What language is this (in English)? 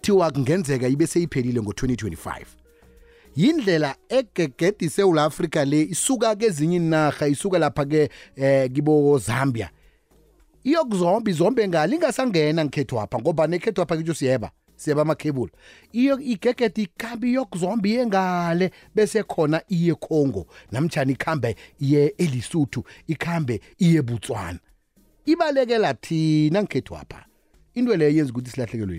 South Ndebele